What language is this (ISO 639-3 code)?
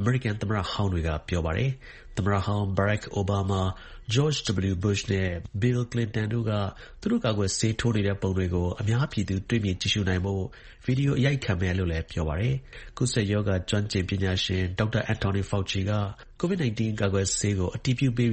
mya